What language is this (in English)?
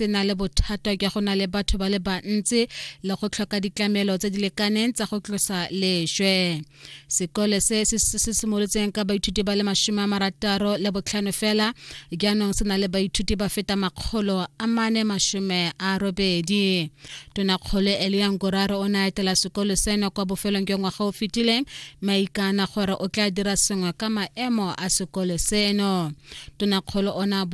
Tswana